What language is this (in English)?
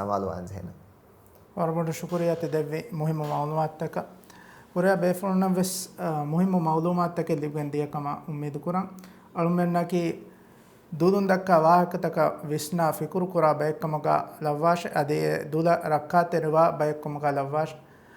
Divehi